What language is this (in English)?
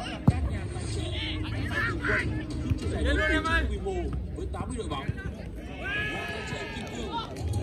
Vietnamese